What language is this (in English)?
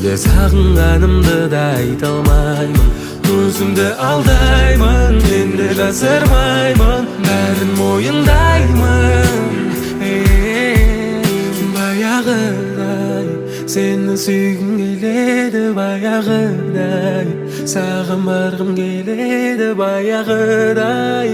Kazakh